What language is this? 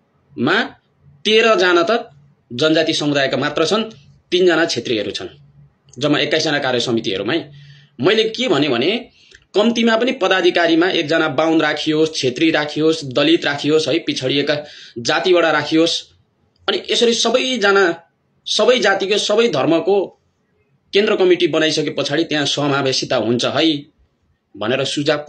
Nepali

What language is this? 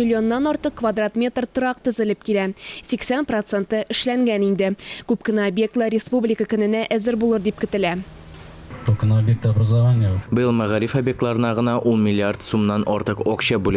Tatar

